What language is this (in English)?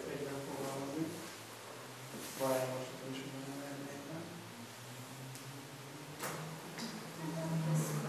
Hungarian